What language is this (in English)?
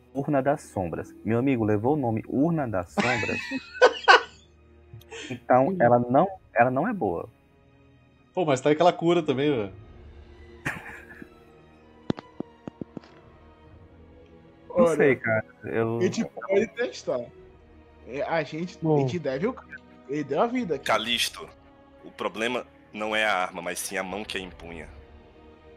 Portuguese